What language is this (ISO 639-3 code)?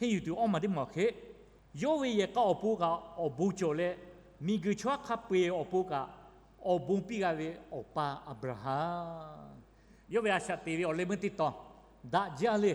lhu